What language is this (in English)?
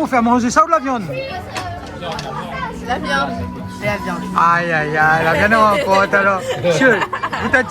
Réunion Creole French